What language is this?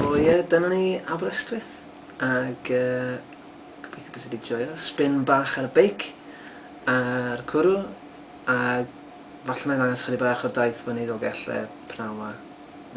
Welsh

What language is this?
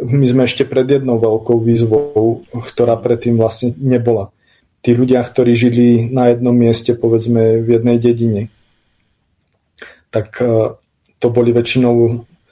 Slovak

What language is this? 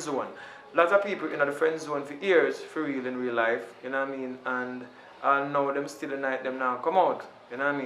Jamaican Creole English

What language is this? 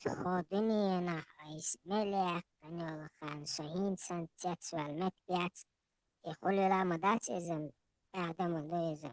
Chechen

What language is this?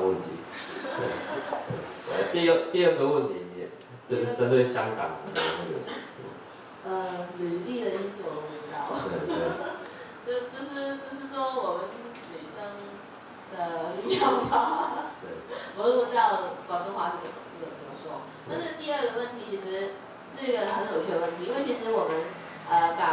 Chinese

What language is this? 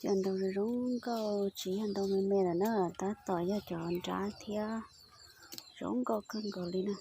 Hmong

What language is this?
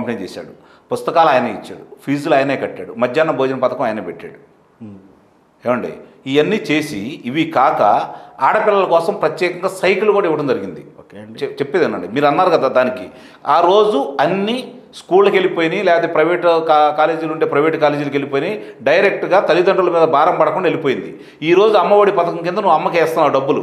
Telugu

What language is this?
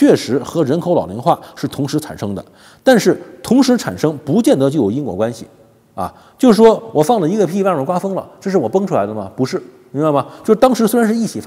Chinese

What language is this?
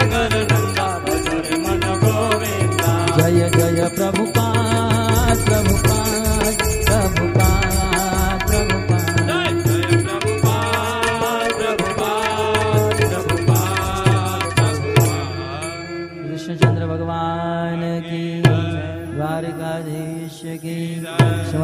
Gujarati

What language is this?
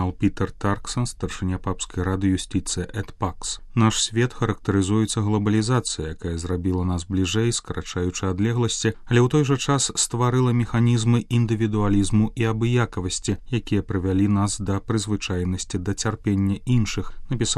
Belarusian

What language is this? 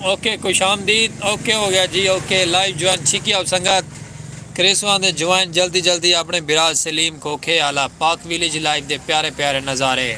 Saraiki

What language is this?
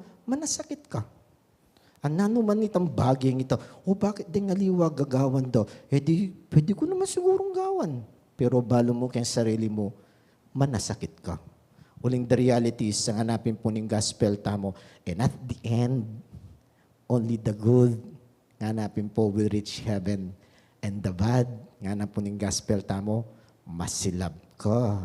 Pampanga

